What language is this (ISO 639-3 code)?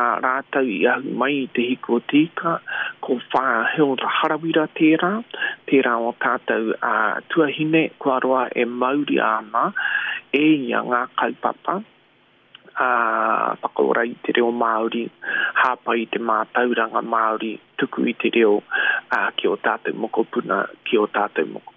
mri